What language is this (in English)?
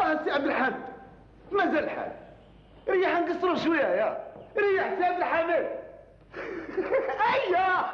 Algerian Arabic